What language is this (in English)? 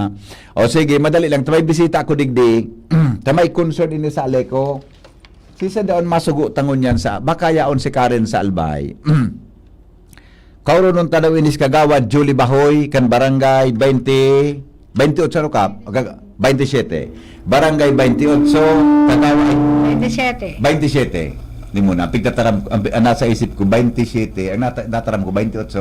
Bikol